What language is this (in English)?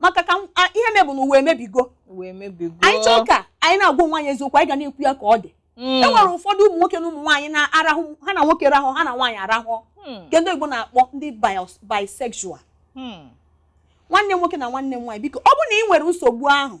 Igbo